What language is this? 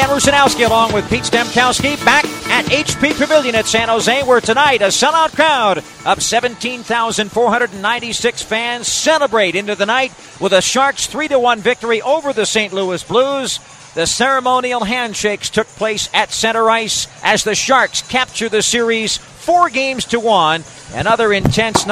English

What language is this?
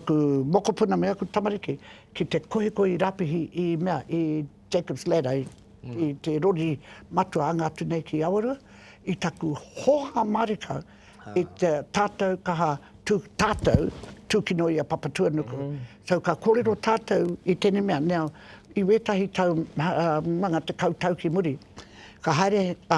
Māori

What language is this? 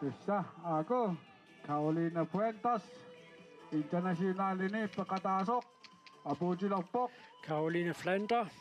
Kalaallisut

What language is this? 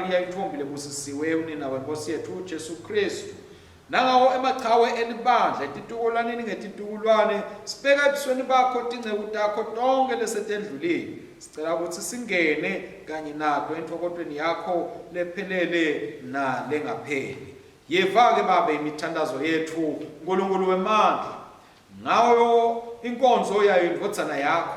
Swati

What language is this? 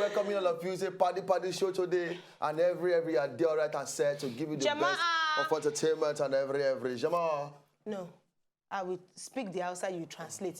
Nigerian Pidgin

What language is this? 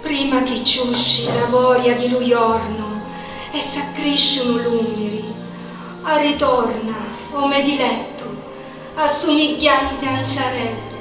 Sicilian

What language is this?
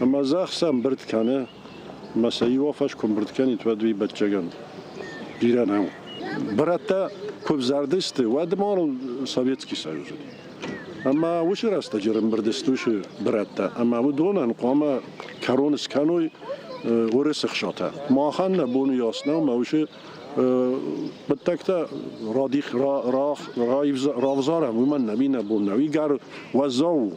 Ossetic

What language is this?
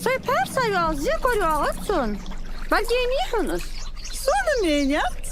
Ingush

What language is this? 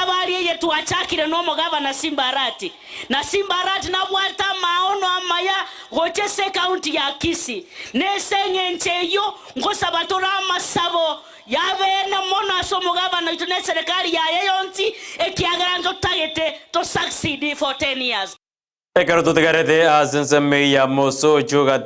Gusii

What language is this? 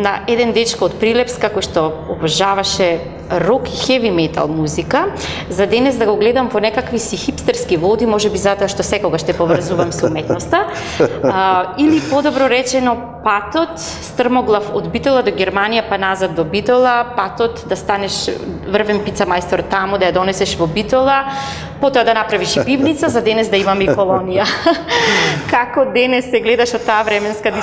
Macedonian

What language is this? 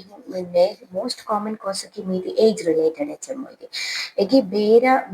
Divehi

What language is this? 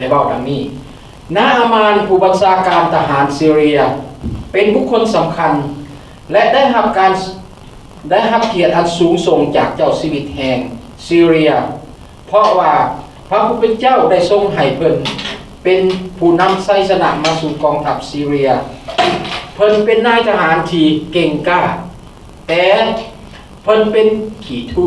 Lao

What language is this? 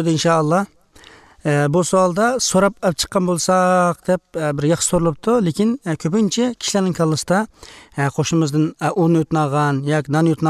Uyghur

